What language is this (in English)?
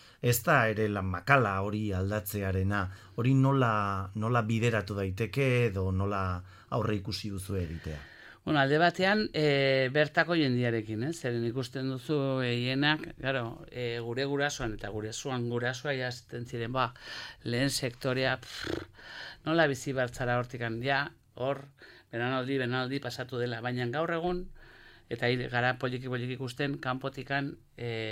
Basque